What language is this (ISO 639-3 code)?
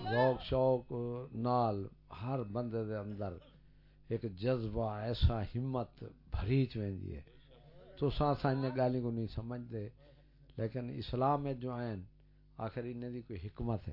skr